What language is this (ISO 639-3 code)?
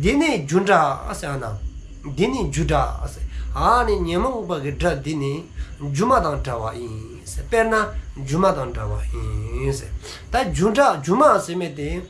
dzo